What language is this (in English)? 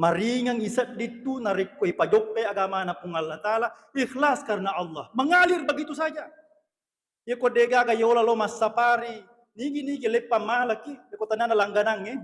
Buginese